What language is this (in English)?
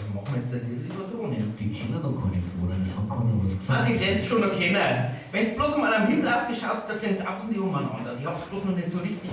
Bavarian